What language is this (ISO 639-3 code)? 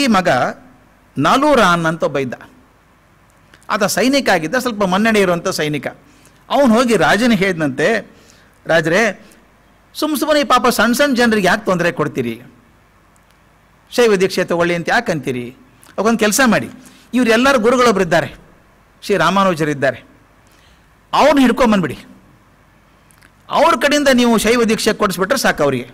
kan